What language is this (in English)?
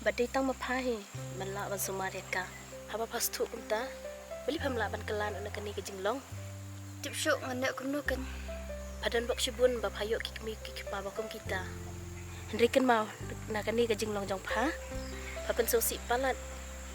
Khasi